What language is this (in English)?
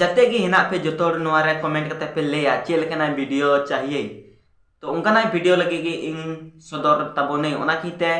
Santali